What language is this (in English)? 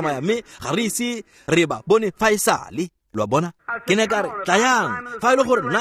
Tswana